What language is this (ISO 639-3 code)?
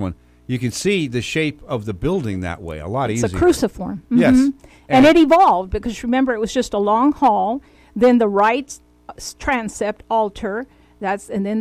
eng